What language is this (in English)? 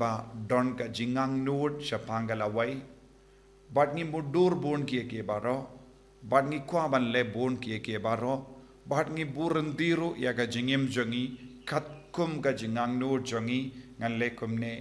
Khasi